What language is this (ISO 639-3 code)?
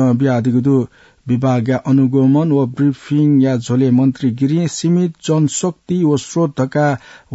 new